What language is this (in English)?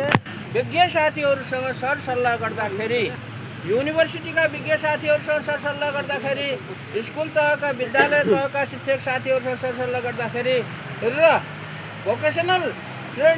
Nepali